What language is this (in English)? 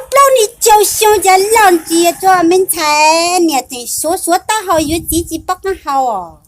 Hmong